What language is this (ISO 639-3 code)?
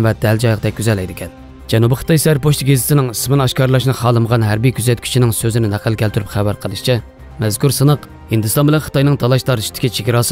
uig